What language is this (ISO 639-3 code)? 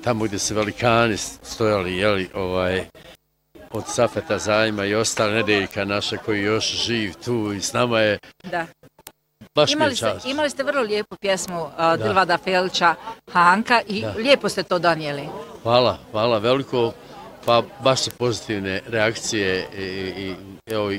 bos